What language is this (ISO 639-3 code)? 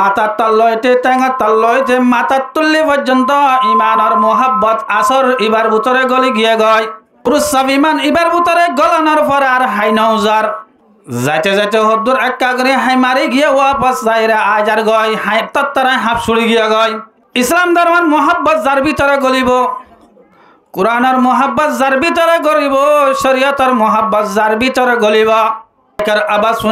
rhg